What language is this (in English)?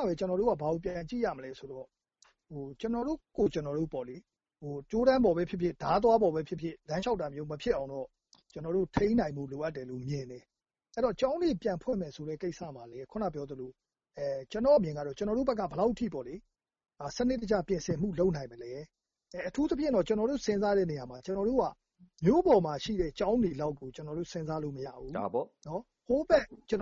Burmese